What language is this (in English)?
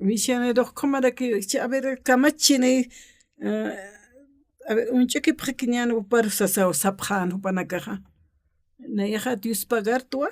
Aymara